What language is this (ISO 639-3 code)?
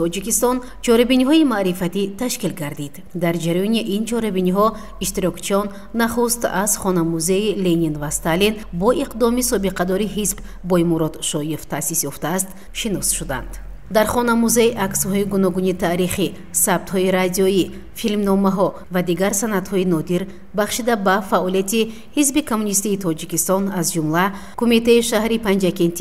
tgk